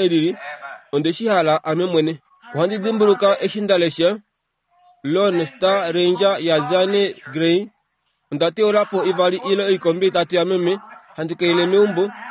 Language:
Kuanyama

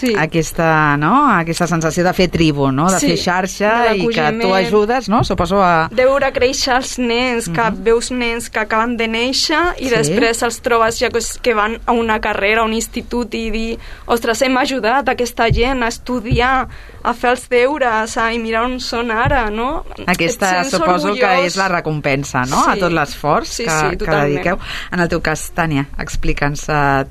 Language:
Catalan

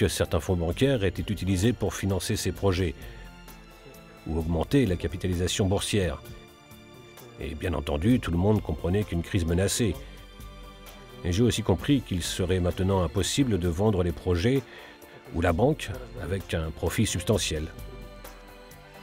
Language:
French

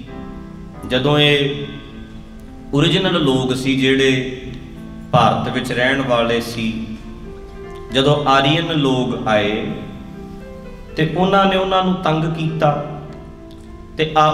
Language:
Punjabi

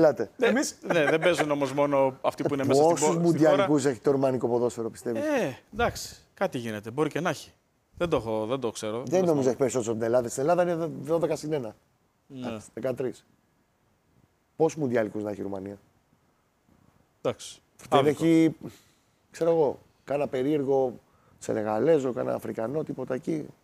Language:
Greek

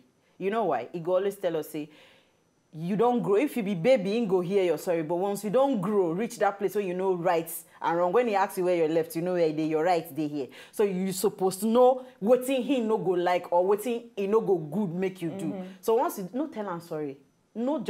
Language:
Nigerian Pidgin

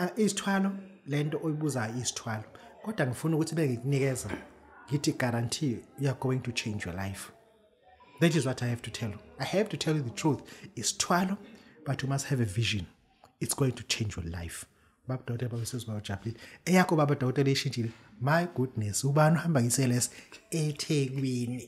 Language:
Zulu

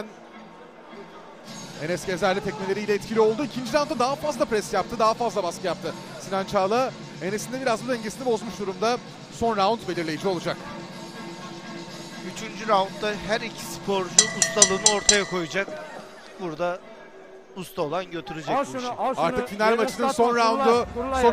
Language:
Turkish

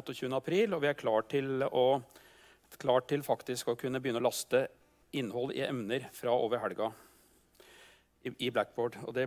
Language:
Norwegian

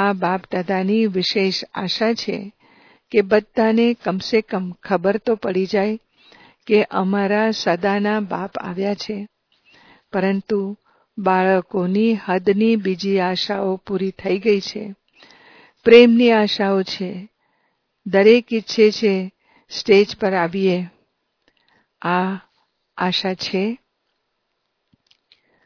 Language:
Gujarati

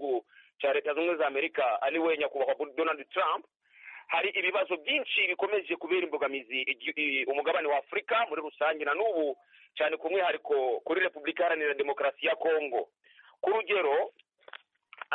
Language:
Kinyarwanda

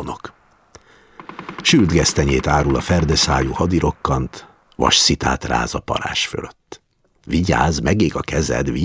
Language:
Hungarian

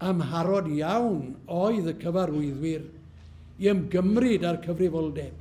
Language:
Welsh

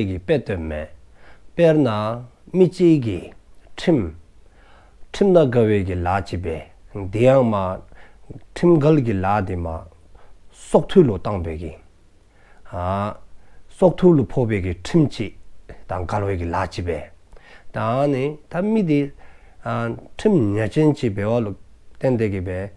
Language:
Dzongkha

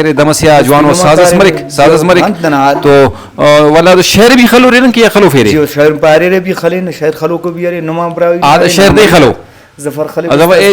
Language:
Brahui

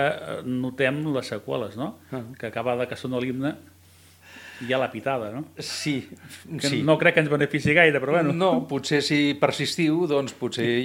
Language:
Catalan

